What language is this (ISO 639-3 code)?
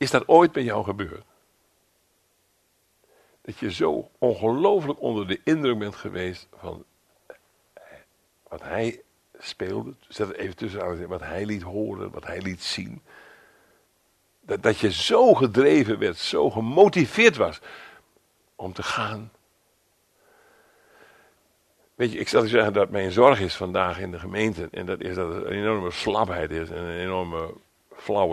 nld